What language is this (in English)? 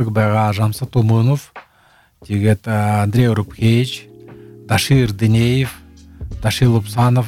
Buriat